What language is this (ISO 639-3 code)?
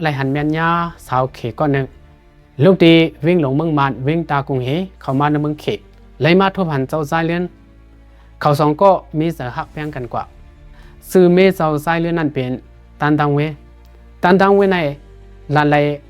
shn